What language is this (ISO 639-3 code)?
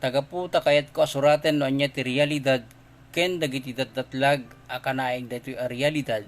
ilo